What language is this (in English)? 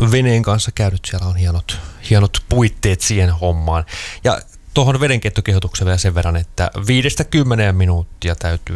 Finnish